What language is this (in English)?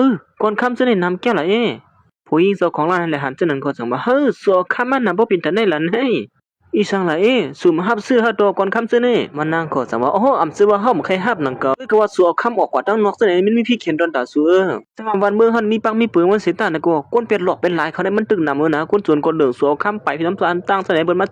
Shan